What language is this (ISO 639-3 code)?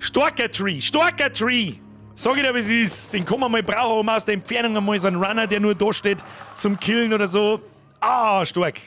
bar